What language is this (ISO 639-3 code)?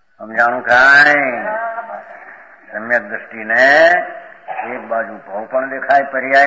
guj